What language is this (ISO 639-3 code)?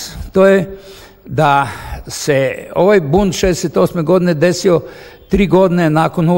srp